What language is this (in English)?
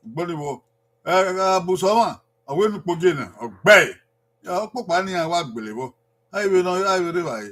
Bini